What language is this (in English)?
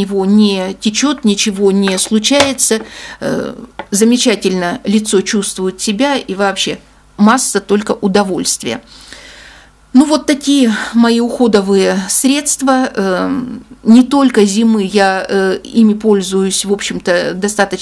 Russian